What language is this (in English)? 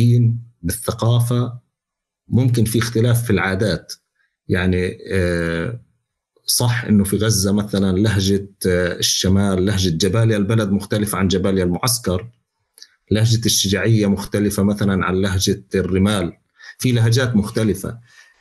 North Levantine Arabic